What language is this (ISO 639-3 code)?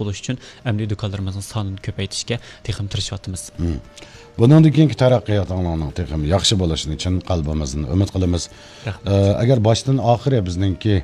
uig